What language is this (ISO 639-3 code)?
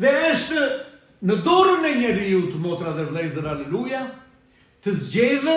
sqi